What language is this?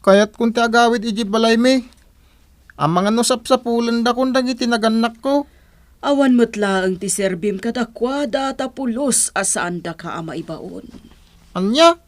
Iloko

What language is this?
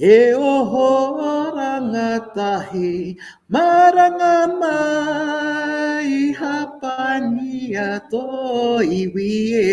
Māori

